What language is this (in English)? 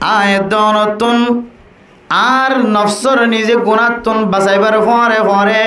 Rohingya